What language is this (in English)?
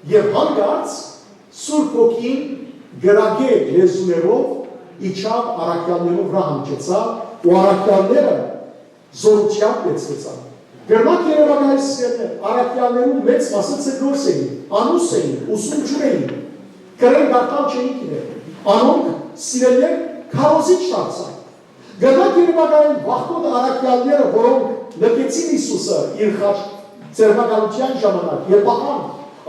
Western Armenian